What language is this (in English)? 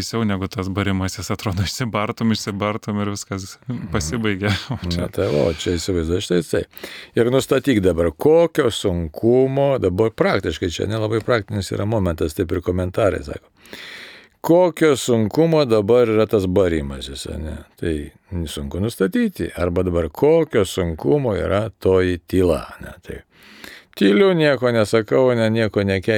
Lithuanian